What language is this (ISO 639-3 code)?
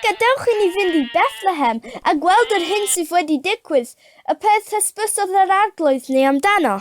cym